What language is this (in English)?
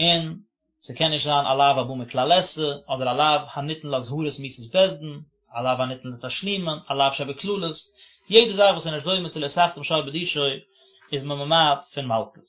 Yiddish